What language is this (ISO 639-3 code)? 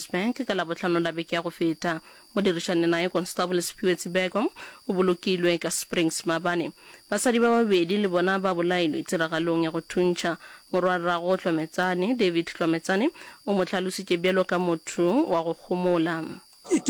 nso